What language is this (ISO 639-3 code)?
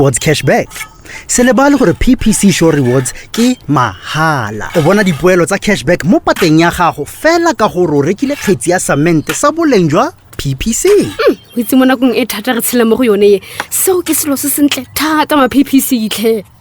tsn